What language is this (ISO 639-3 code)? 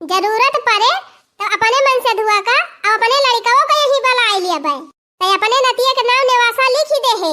awa